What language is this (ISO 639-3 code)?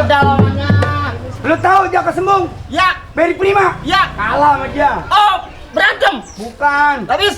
bew